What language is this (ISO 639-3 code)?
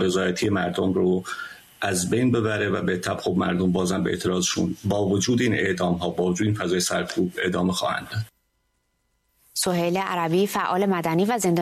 fas